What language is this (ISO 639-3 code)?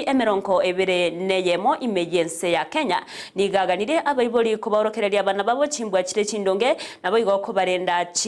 guz